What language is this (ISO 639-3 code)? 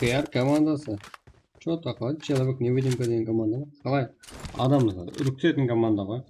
kaa